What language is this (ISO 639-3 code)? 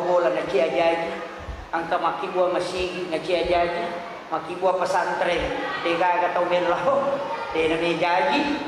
bug